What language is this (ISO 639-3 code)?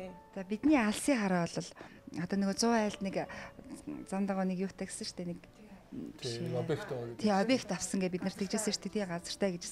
mon